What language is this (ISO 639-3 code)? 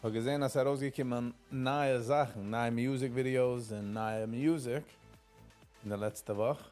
yid